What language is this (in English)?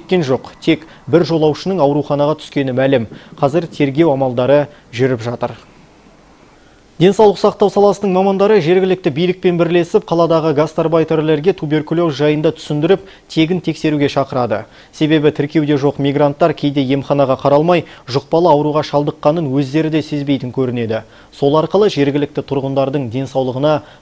Kazakh